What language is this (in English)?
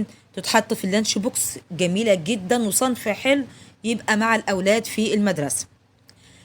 Egyptian Arabic